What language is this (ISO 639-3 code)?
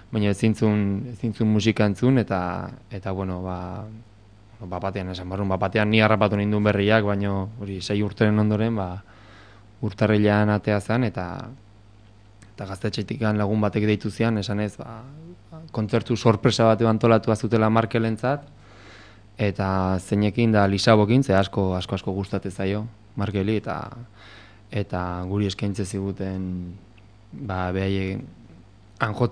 eus